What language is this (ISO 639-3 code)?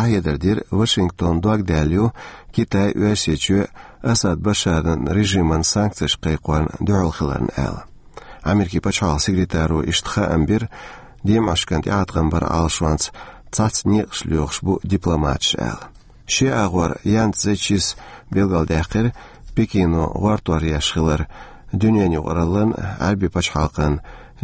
che